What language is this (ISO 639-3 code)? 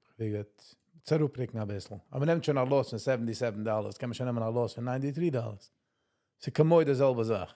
yid